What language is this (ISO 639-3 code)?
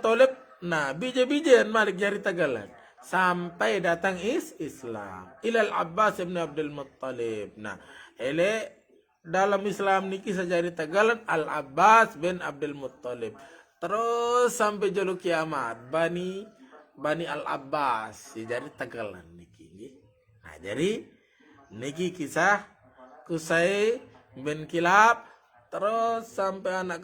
sas